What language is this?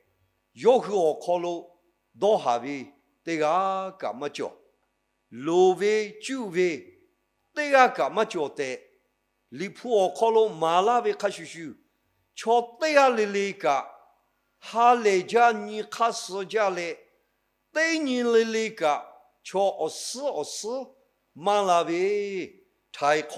Lahu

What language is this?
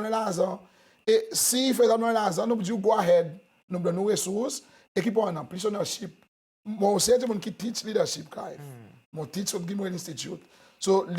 Seselwa Creole French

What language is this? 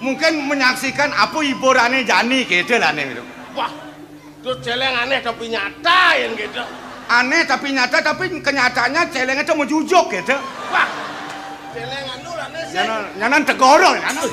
Balinese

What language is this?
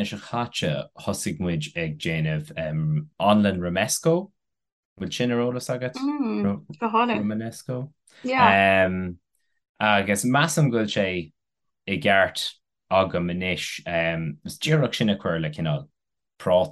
Irish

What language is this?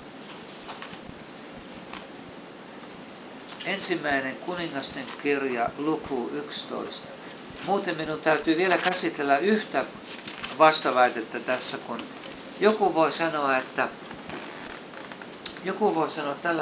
Finnish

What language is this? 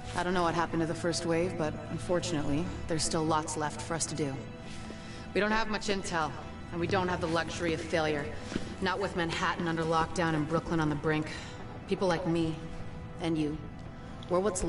English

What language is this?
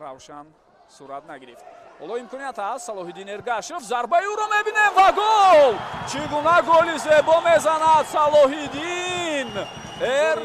Tajik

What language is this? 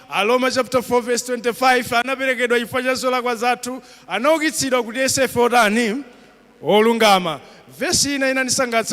Nyanja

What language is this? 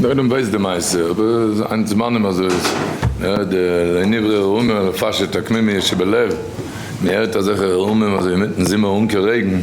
Yiddish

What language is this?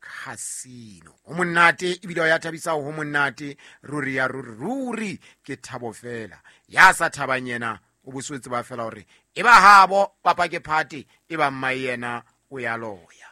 Southern Sotho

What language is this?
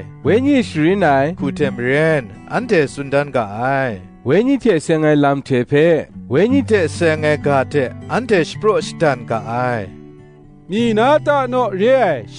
Kachin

